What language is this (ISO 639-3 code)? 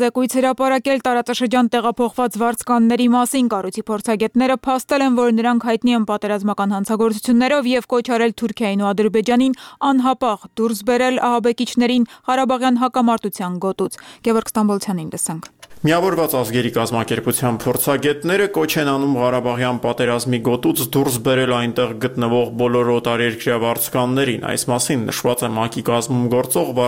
hye